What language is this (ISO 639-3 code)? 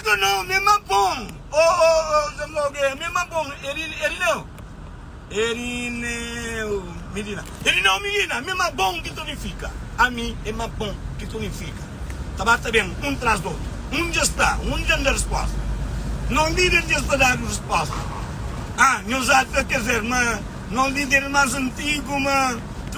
kea